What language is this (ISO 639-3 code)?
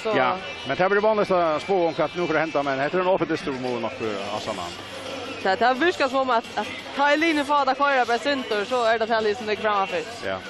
fao